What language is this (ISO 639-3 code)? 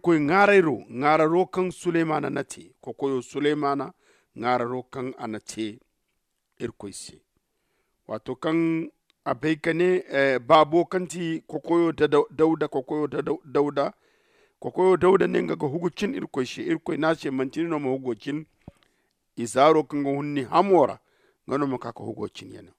dje